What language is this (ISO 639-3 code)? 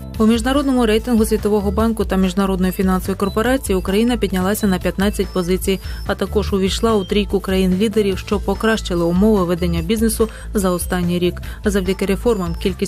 ukr